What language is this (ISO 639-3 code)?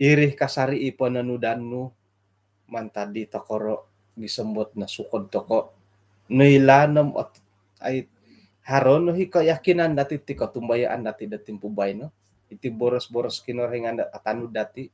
dtp